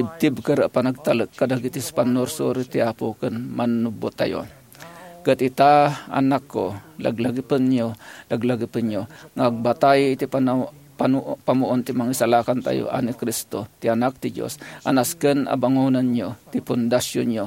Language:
Iloko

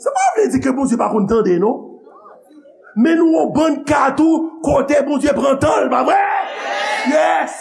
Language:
Haitian Creole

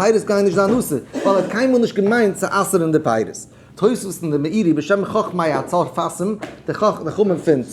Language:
Yiddish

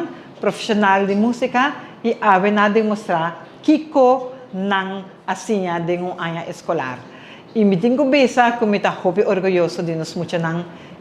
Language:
Papiamento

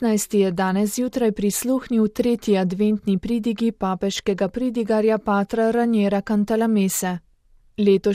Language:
Slovenian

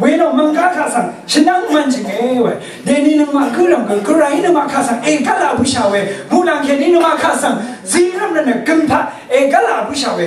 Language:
Rawang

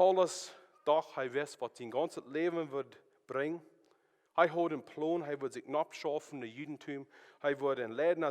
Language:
Plautdietsch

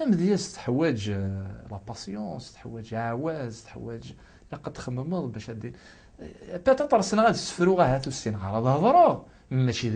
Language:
Kabyle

